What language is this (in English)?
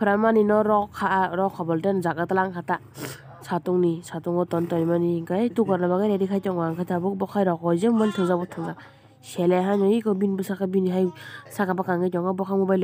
Kok Borok